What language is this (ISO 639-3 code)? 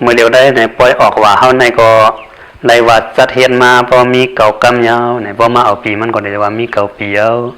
shn